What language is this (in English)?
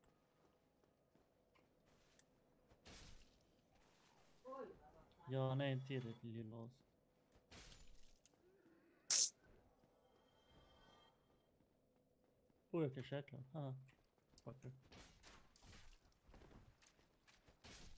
Swedish